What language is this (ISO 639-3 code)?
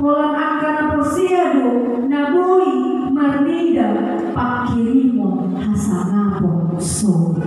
bbc